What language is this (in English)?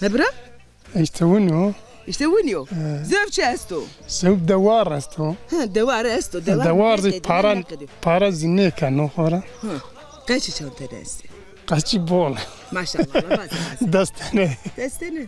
Zaza